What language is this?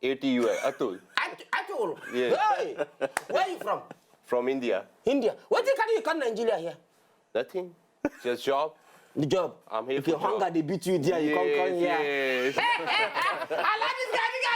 Nigerian Pidgin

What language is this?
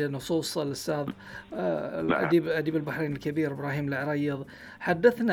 Gulf Arabic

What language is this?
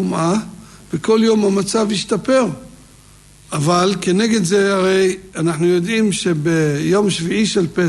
Hebrew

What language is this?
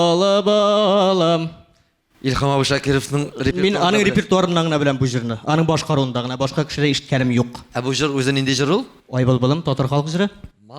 Tatar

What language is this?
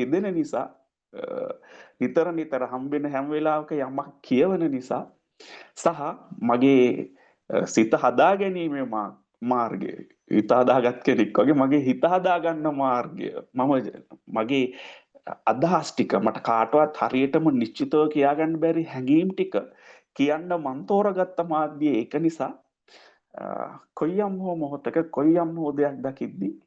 Sinhala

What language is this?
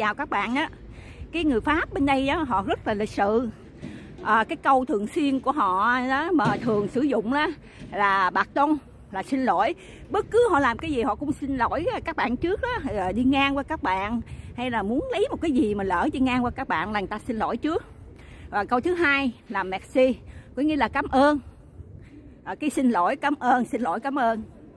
Vietnamese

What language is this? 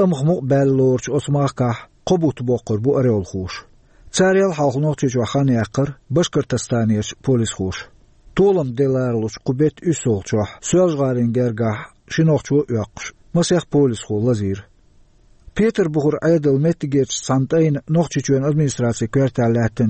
Chechen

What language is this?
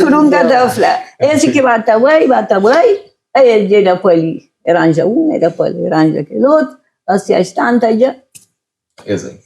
Kabuverdianu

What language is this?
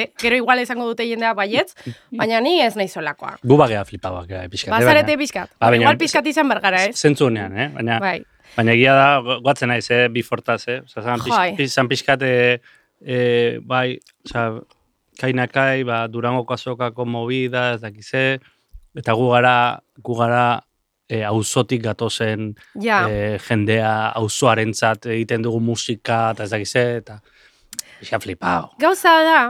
Basque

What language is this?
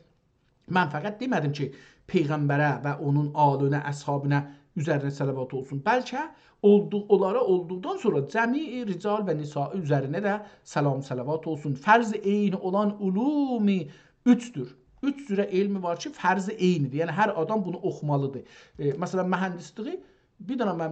South Azerbaijani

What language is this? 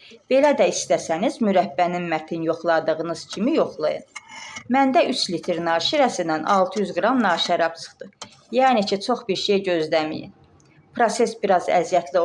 Azerbaijani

